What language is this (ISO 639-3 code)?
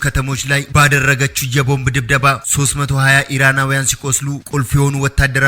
amh